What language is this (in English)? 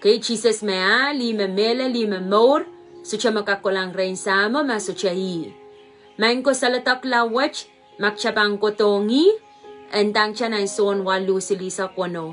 Pohnpeian